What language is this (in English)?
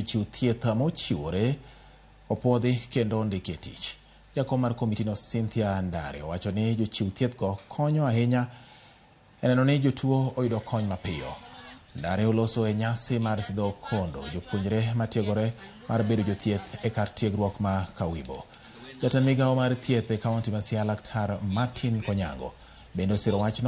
Luo (Kenya and Tanzania)